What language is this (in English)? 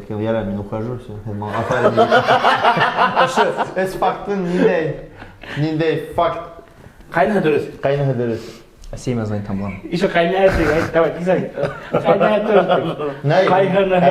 Bashkir